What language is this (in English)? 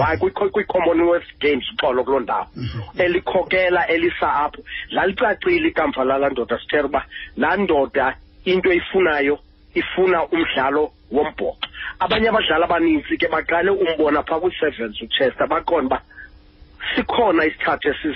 Xhosa